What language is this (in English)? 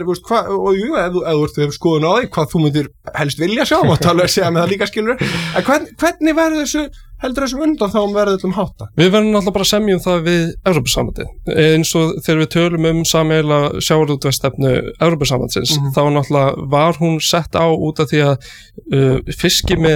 Icelandic